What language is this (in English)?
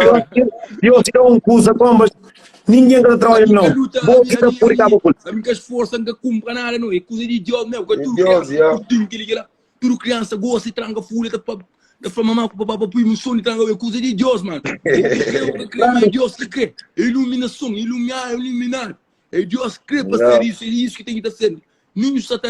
Kabuverdianu